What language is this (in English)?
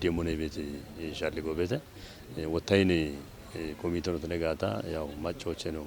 Kafa